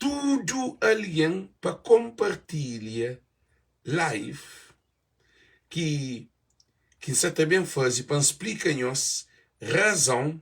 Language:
Kabuverdianu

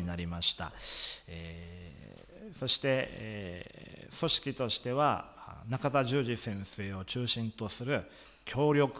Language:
Japanese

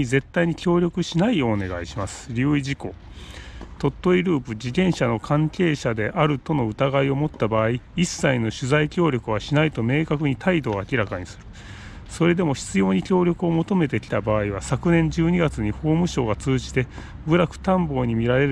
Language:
Japanese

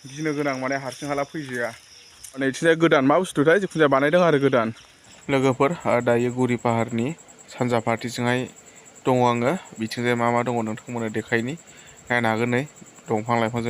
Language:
Bodo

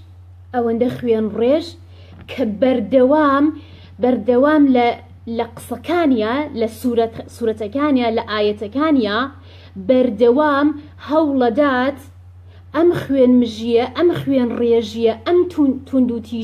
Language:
Central Kurdish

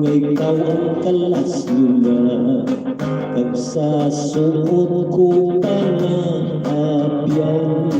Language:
Hiligaynon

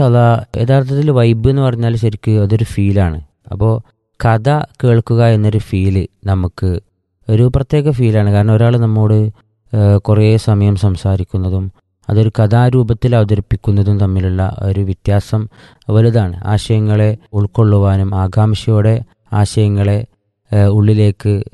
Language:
Malayalam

